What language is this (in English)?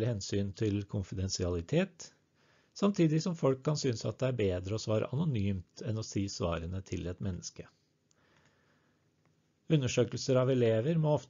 Norwegian